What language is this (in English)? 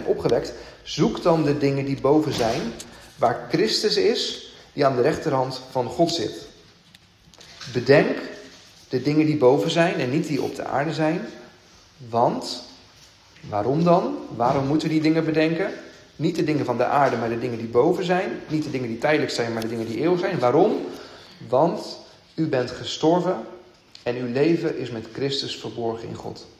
Dutch